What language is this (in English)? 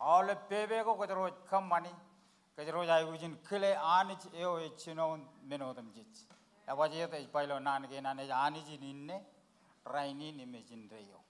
Marshallese